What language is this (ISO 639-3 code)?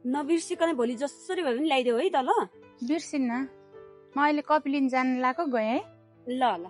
nep